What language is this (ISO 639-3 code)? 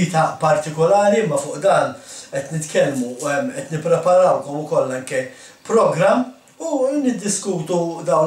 mlt